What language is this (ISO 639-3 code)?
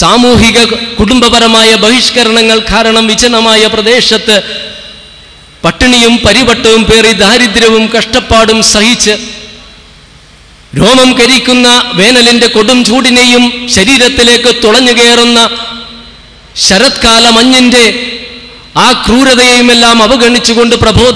mal